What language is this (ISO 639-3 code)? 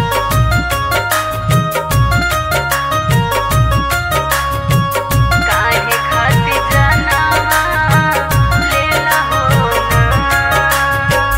bho